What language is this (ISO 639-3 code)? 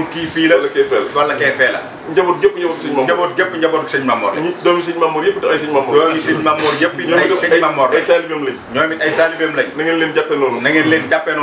wol